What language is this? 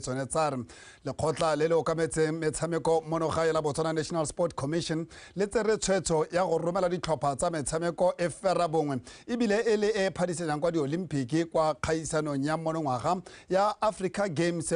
Tswana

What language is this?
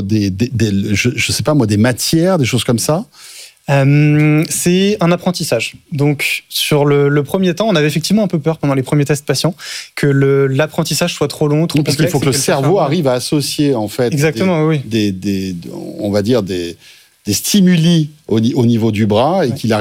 French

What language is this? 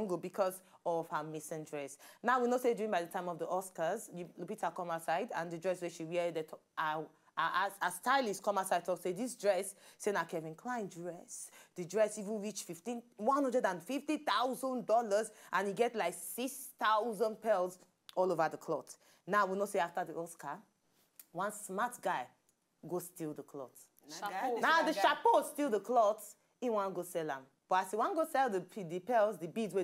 Nigerian Pidgin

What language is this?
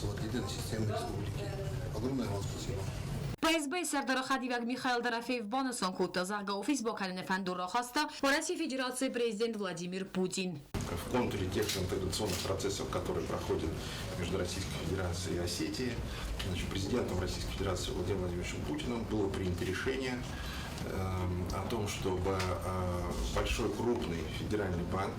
Ossetic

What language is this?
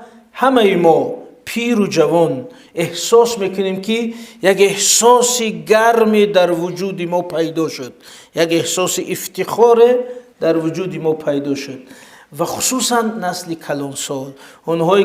Tajik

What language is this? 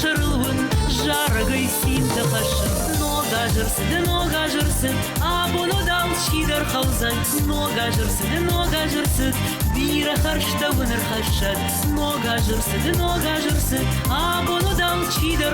Ossetic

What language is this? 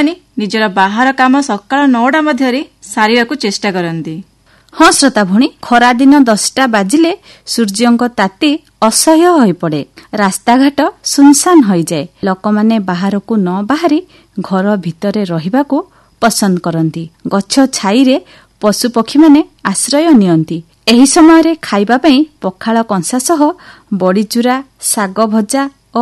Odia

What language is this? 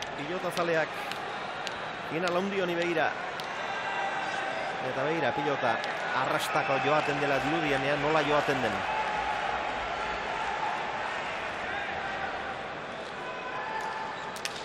Basque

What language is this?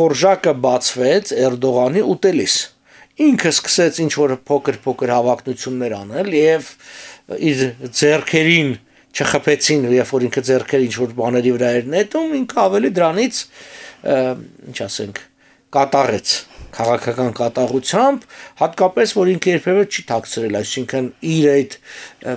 Armenian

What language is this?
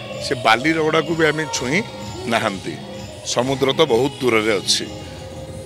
Odia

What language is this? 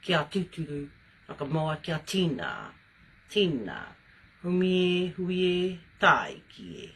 Māori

